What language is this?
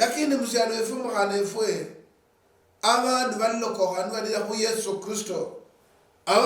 Luyia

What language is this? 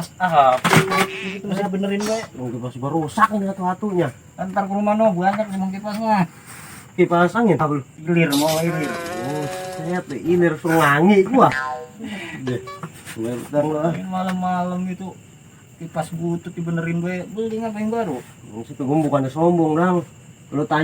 Betawi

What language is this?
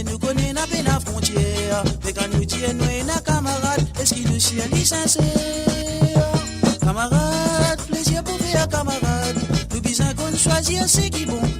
Morisyen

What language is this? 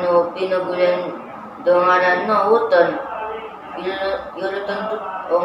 Central Dusun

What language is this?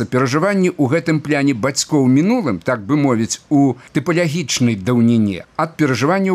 Belarusian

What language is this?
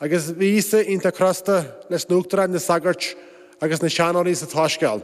Irish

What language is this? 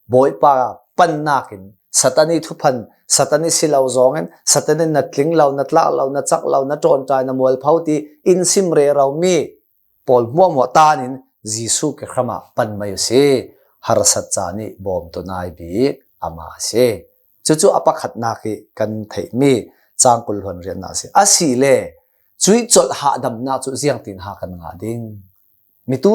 Hakha Chin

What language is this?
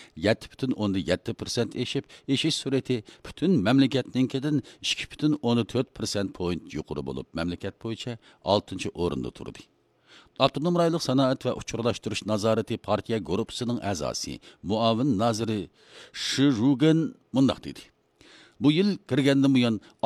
Uyghur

